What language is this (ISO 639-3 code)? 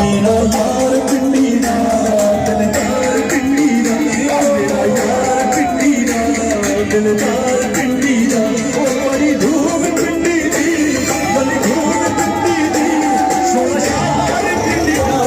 phr